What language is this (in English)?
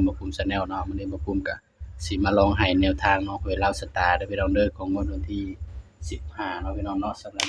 Northeastern Thai